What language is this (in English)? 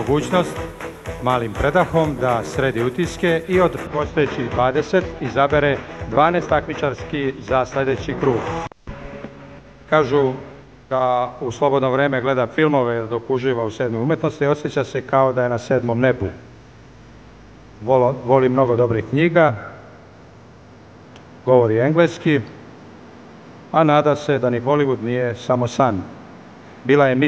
Serbian